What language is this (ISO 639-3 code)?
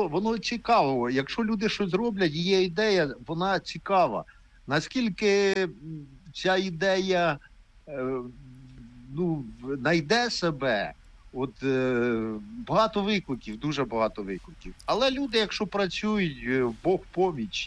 ukr